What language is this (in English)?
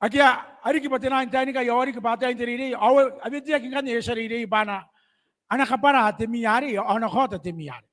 Gilbertese